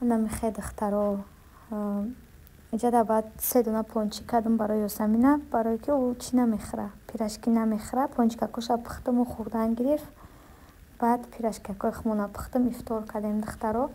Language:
Tajik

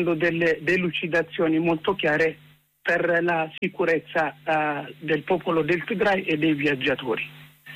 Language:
Italian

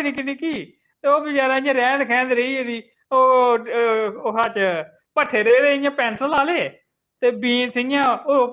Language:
Dogri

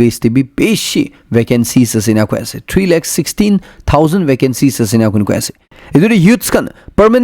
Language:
Naga Pidgin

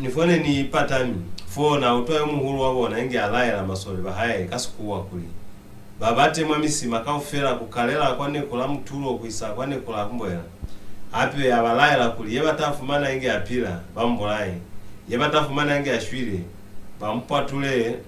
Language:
Lozi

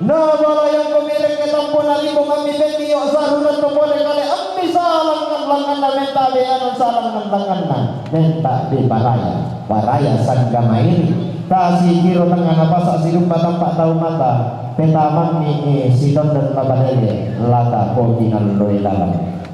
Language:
Toraja-Sa'dan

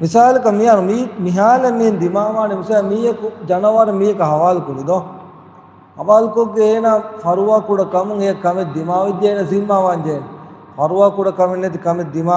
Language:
Divehi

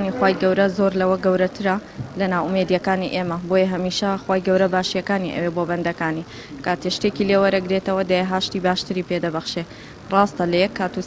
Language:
Central Kurdish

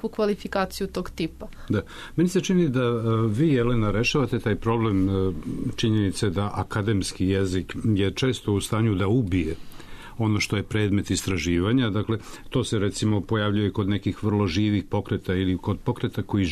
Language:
Serbian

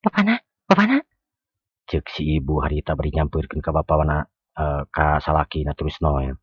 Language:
Sundanese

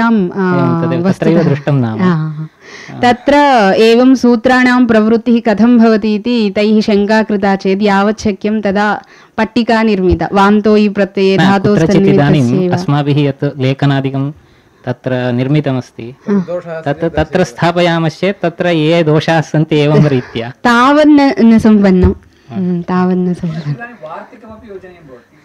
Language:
Sanskrit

